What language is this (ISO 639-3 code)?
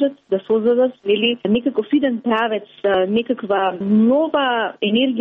mkd